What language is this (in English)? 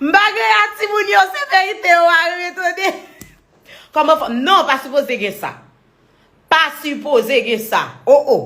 Haitian Creole